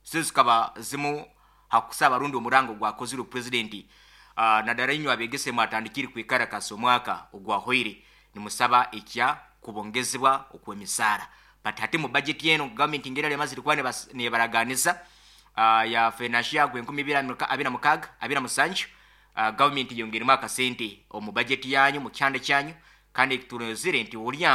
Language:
Nyoro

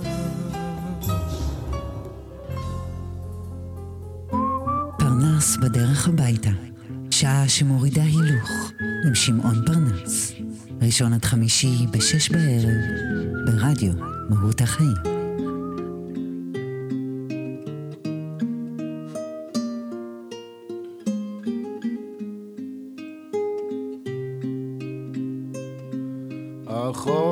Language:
Hebrew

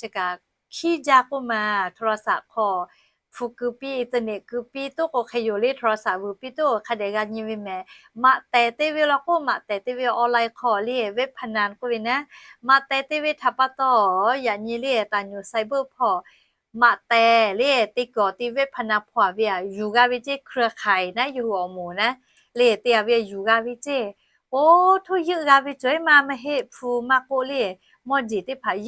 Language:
Lahu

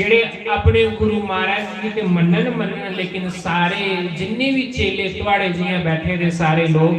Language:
Dogri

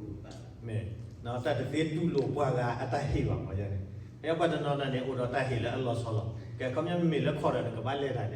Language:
S'gaw Karen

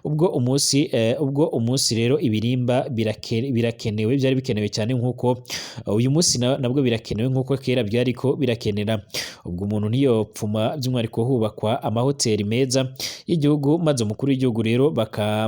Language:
Rundi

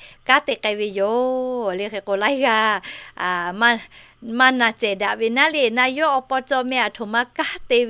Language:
Lahu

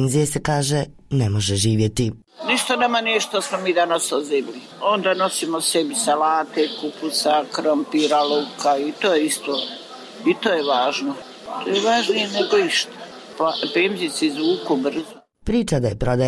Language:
Bosnian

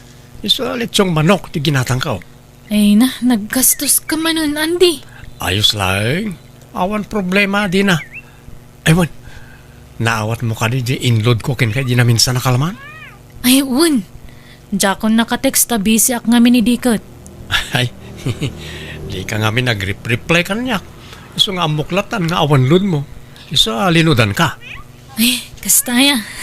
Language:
Iloko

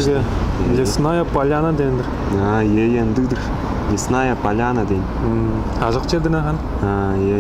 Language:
Tuvinian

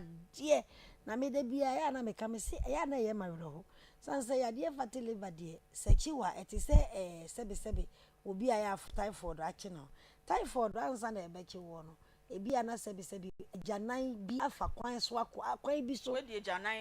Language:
Akan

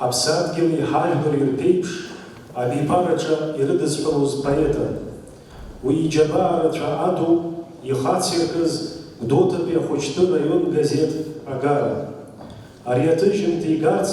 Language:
Abkhazian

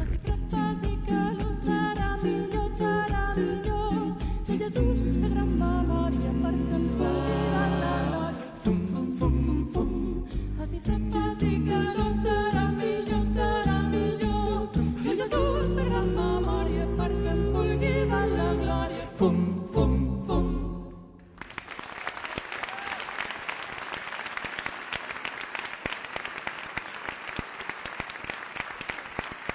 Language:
Catalan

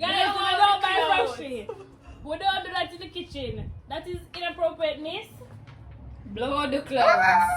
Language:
Jamaican Creole English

